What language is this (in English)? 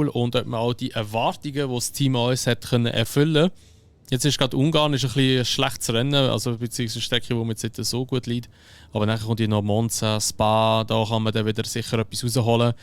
Swiss German